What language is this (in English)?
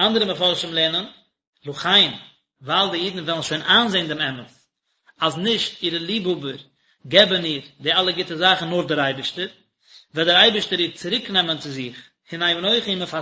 Yiddish